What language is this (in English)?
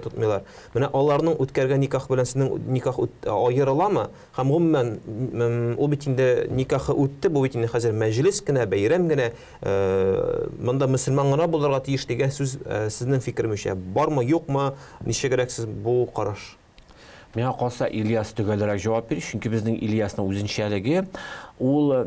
Tatar